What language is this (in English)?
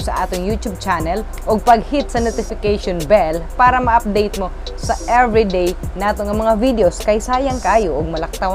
Cebuano